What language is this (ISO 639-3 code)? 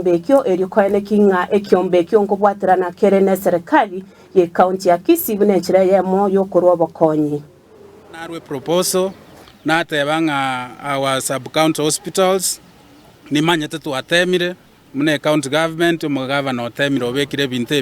guz